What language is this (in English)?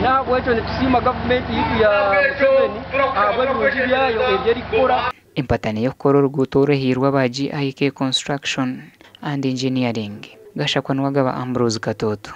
Nyankole